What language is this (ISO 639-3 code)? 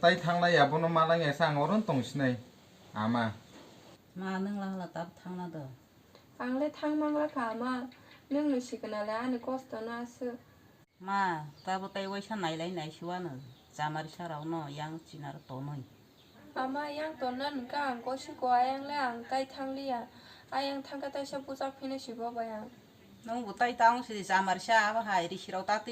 trp